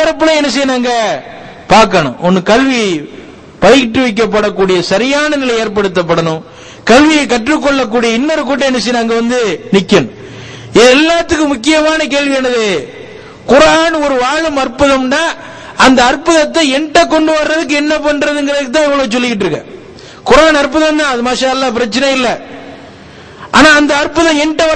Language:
Tamil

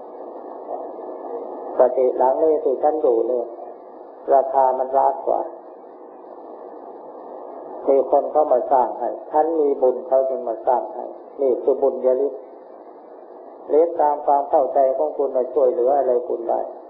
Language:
Thai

